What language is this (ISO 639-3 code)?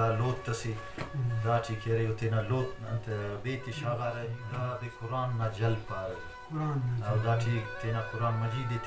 brh